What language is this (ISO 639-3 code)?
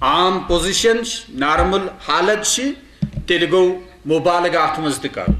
kas